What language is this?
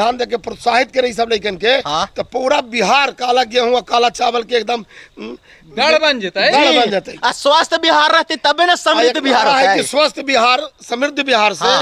Magahi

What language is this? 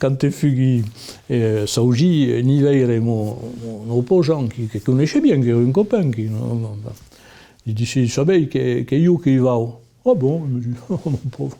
Occitan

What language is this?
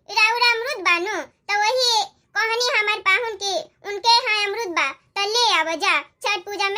Bhojpuri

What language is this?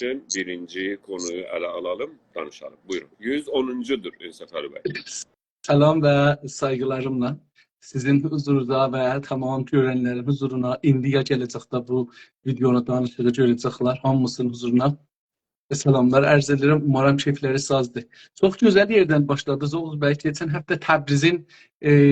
South Azerbaijani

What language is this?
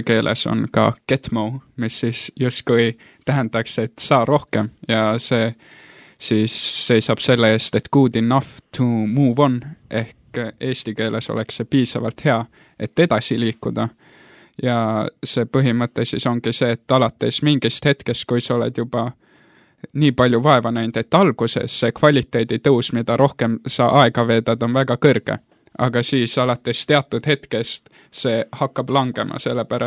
Estonian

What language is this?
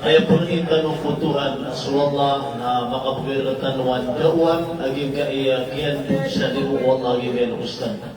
Maranao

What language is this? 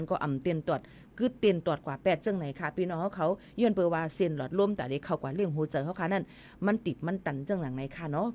Shan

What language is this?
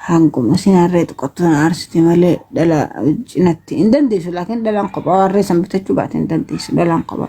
Oromo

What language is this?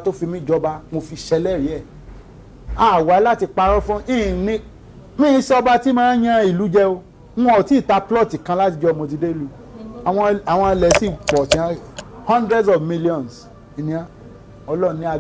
Yoruba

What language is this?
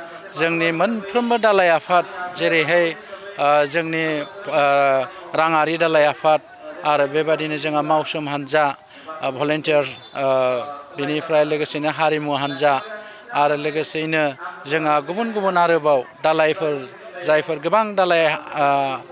Bodo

